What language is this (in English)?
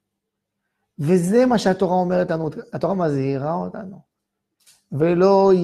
Hebrew